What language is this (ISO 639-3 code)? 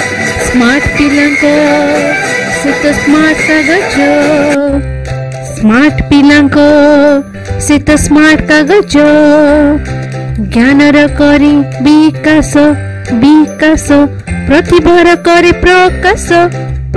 ori